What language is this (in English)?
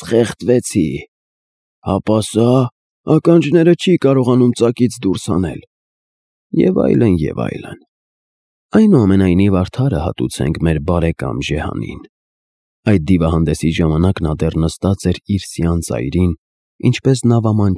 Armenian